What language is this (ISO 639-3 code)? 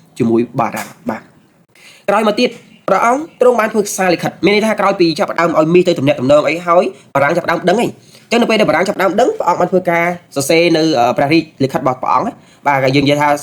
khm